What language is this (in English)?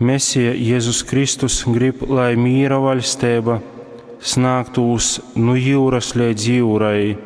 Latgalian